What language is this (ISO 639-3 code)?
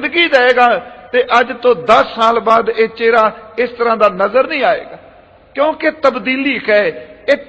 pan